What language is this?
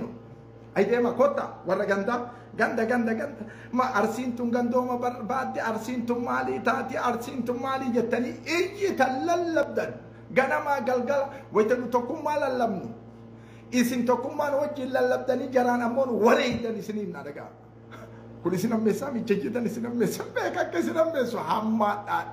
Oromo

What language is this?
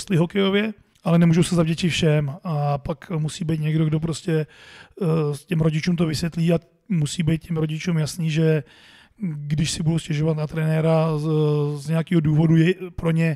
Czech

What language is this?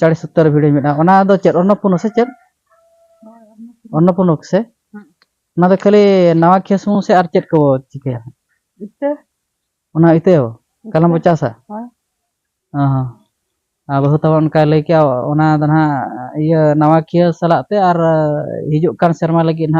Santali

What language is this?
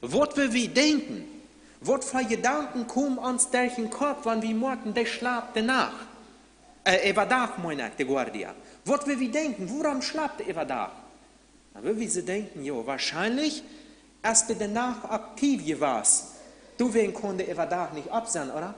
Plautdietsch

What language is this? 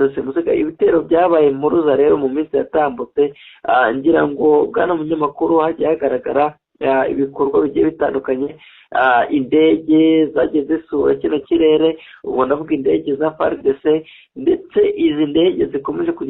Kinyarwanda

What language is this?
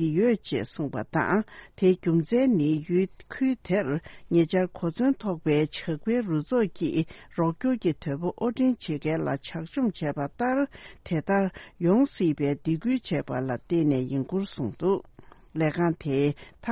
Tibetan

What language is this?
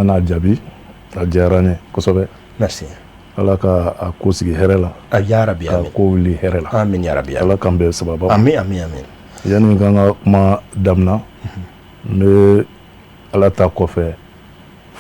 Bambara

